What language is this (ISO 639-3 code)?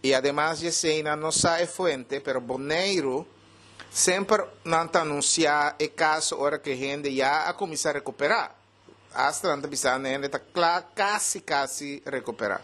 pap